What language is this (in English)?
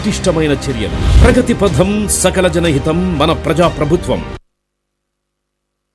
Telugu